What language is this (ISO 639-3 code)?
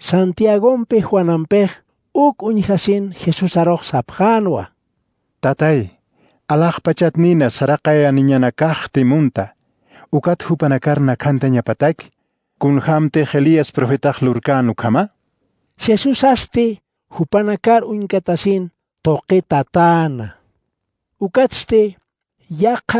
aym